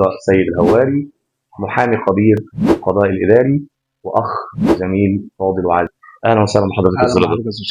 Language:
Egyptian Arabic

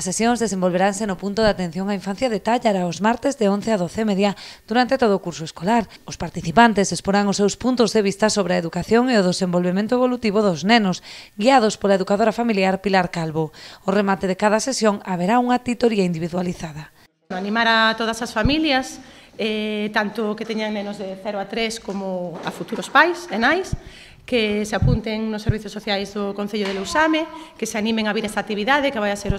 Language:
Galician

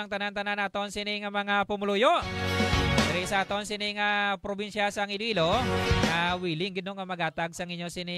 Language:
Hiligaynon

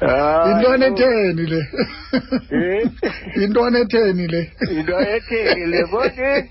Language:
Xhosa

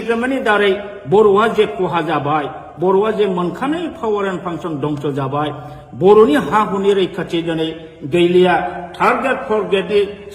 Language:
Bodo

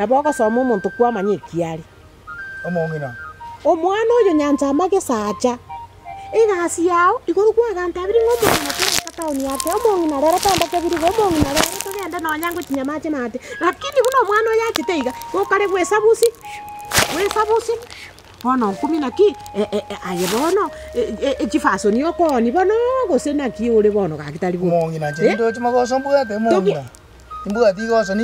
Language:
Gusii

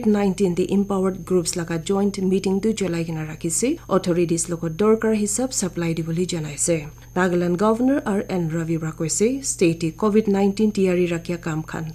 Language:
Naga Pidgin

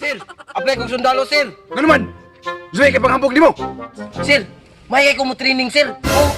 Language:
Cebuano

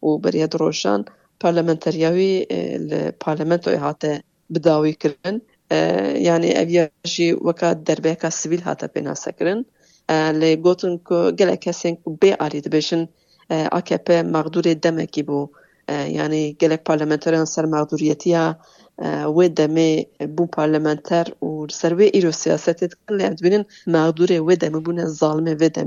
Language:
Kurdish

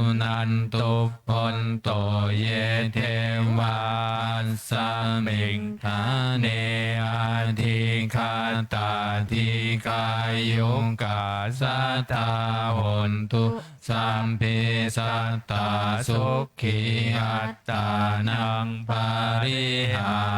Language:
Pali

